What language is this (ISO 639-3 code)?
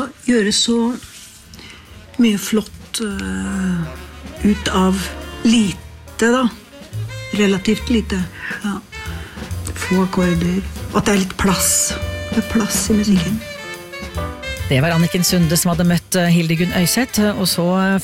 nor